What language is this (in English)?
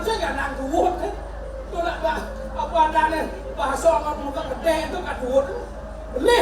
Balinese